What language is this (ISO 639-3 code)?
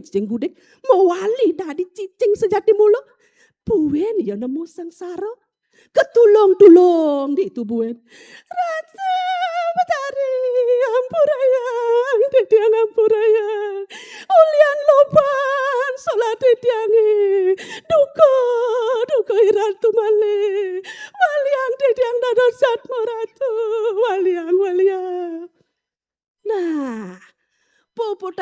ban